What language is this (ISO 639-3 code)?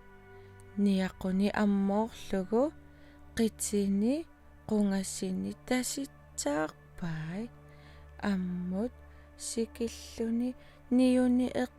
kal